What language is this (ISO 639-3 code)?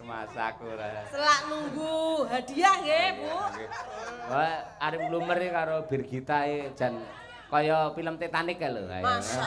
jav